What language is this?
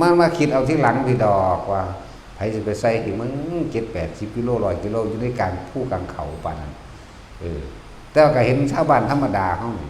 Northeastern Thai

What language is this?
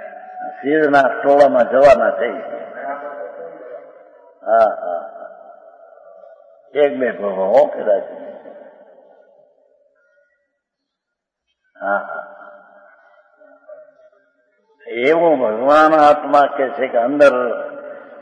Gujarati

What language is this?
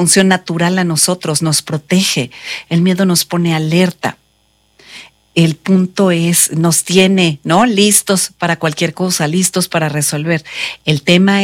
Spanish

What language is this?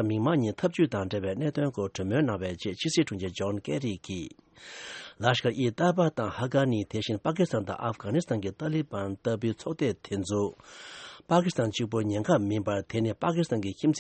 Tibetan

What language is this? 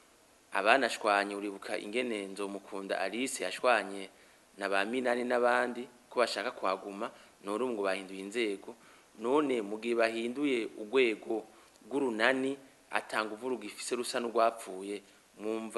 Rundi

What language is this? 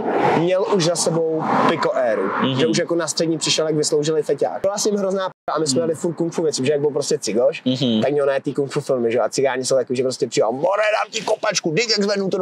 Czech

